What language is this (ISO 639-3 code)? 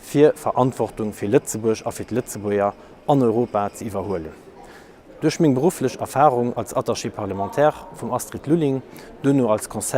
ltz